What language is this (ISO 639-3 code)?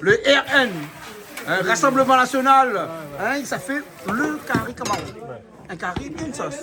rcf